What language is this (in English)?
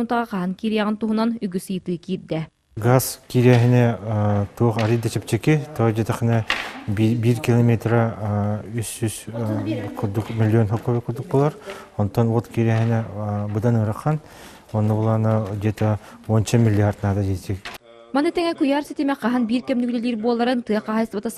Yakut